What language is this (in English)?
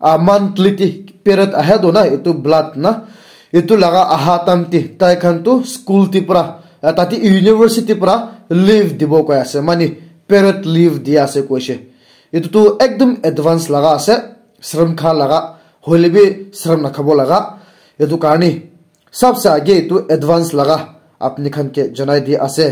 Naga Pidgin